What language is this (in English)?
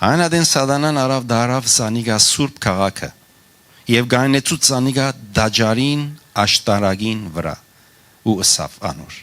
Western Armenian